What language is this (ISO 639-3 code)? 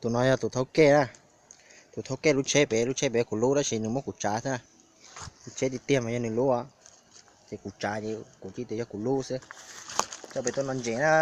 hmn